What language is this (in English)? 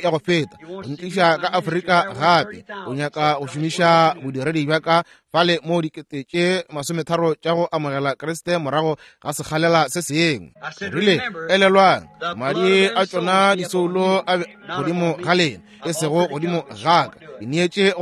Northern Sotho